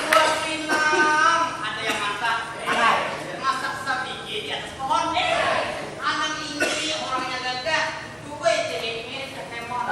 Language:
Banjar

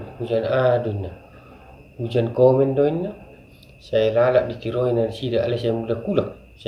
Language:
Batak Toba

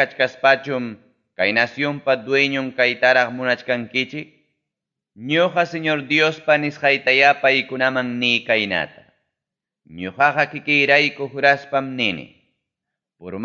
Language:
Ayacucho Quechua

